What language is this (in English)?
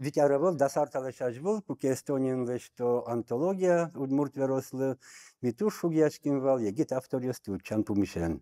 Udmurt